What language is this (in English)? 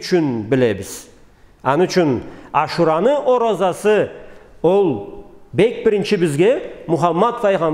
Karachay-Balkar